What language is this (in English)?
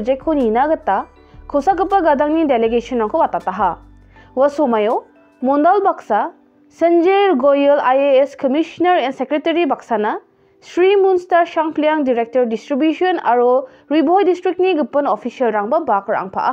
Garo